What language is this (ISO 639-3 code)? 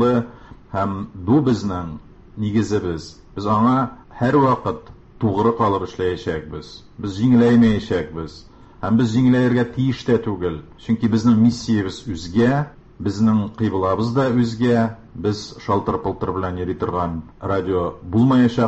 tat